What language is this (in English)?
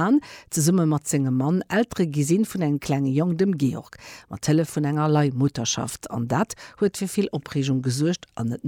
Luxembourgish